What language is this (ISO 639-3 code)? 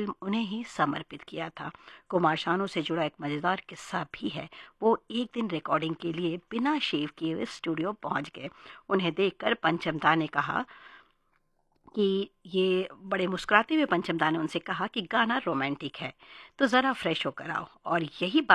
hin